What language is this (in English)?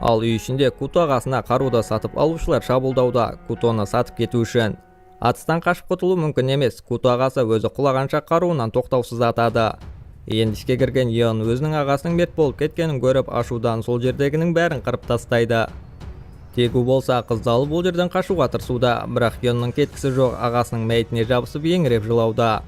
Kazakh